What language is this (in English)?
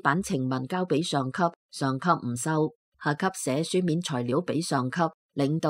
Cantonese